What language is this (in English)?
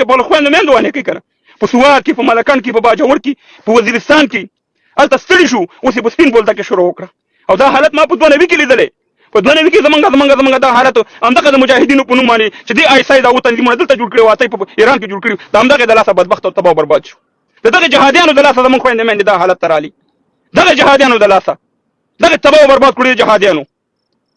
Pashto